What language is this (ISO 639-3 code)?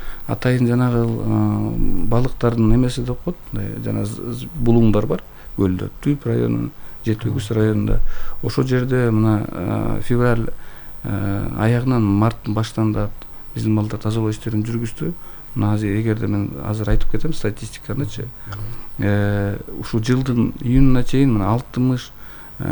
kir